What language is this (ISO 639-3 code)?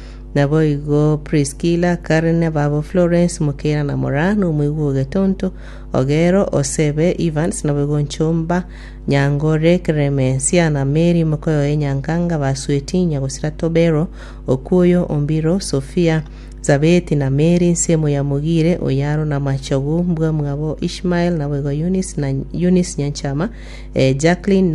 guz